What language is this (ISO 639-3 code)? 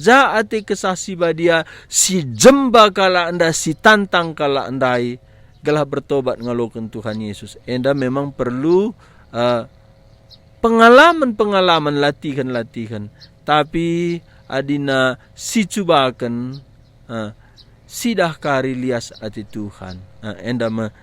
btx